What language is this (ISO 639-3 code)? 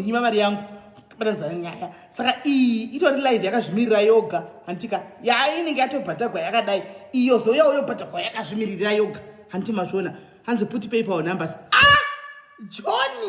sna